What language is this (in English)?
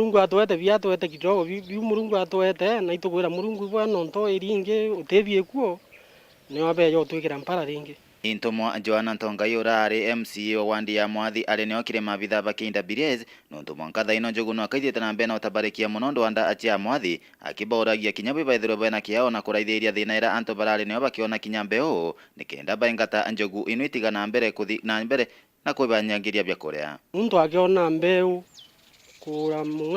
Meru